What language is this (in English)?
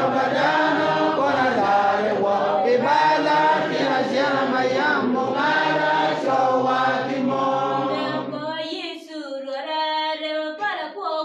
Acoli